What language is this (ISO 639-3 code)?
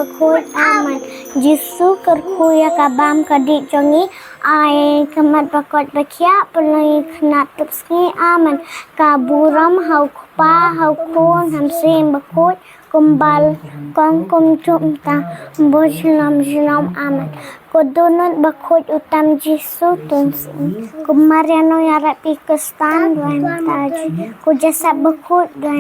kha